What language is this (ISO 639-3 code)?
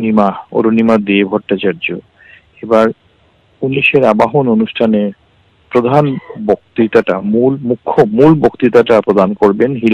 ben